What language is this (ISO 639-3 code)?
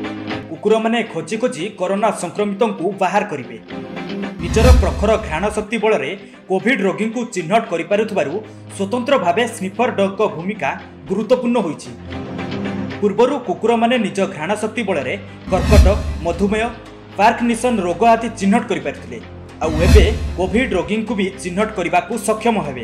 ori